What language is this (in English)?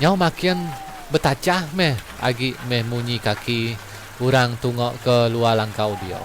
Iban